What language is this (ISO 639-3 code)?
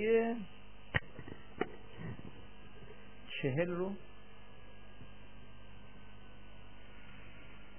fas